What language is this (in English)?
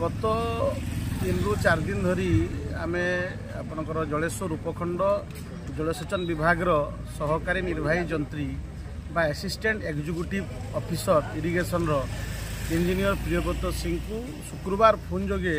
Odia